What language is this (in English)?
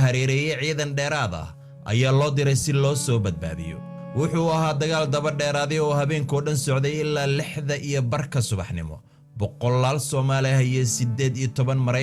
Somali